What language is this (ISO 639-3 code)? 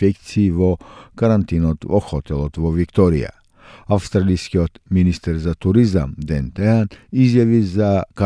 mkd